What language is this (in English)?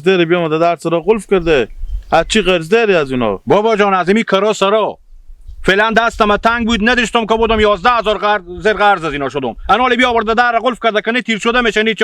Hazaragi